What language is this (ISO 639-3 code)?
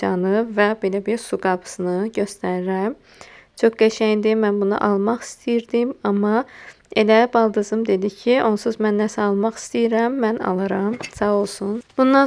aze